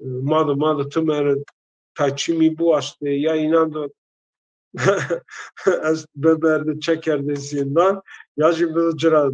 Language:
Zaza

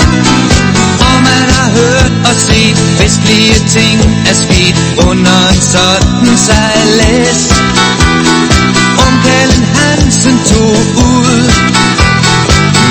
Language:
Danish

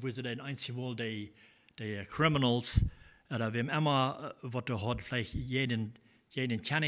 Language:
Plautdietsch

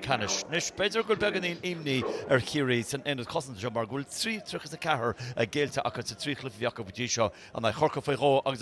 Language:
Irish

